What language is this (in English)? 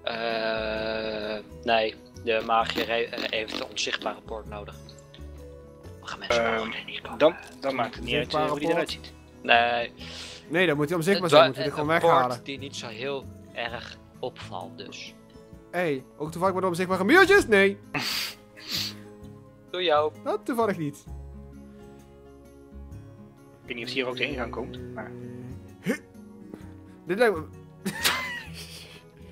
Dutch